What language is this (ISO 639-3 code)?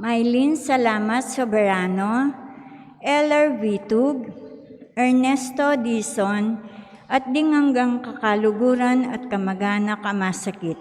pam